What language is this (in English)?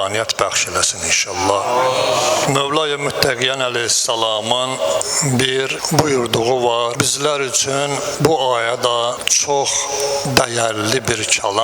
Azerbaijani